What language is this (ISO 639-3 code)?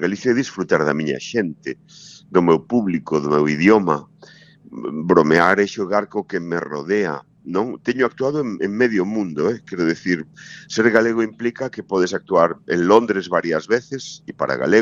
glg